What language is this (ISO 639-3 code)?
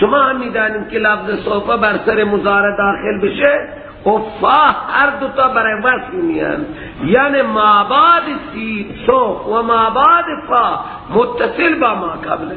fas